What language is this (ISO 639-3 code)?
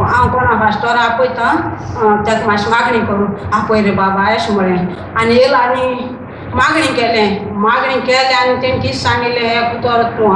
kok